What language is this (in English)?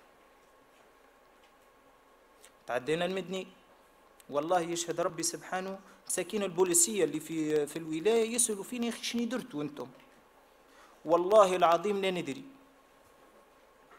Tunisian Arabic